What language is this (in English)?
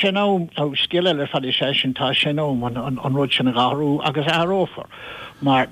Irish